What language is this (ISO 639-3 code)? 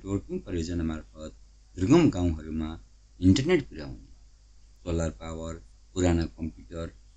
nep